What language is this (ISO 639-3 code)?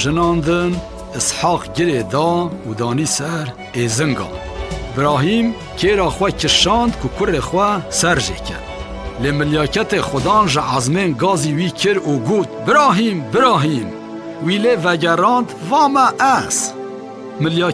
kur